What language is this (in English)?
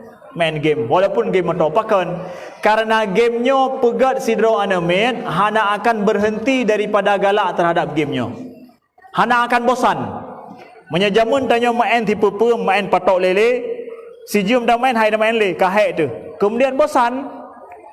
Achinese